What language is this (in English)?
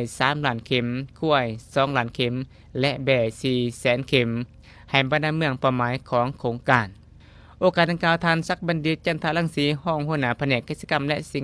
Lao